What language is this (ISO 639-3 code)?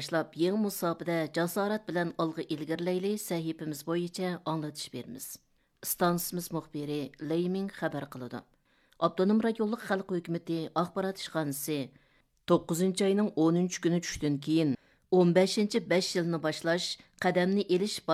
uig